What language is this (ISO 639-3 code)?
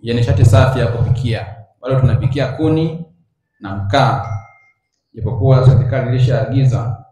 swa